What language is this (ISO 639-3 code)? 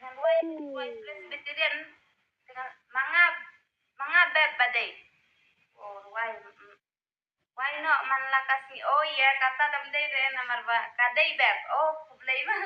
kha